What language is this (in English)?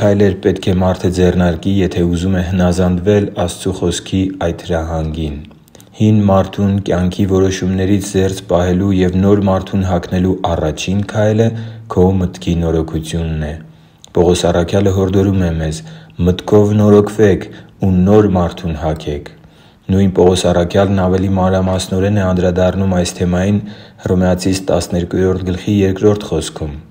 Armenian